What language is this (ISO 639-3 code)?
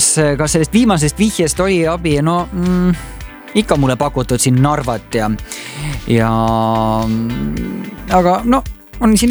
est